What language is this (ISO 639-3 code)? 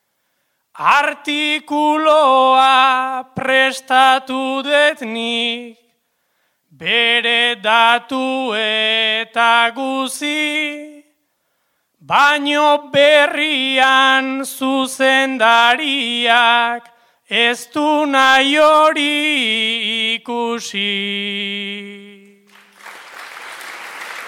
eus